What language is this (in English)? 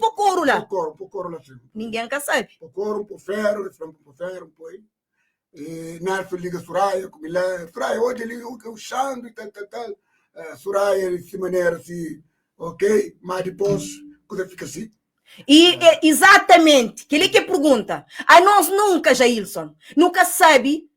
Kabuverdianu